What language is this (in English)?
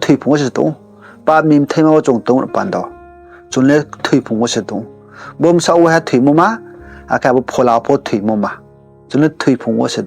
Riang (India)